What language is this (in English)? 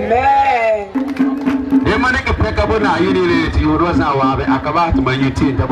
Frafra